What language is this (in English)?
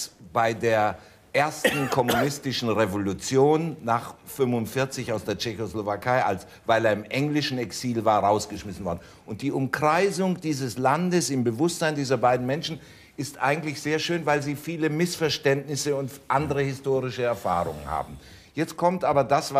German